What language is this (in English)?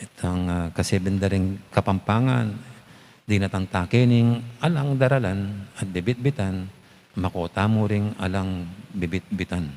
Pampanga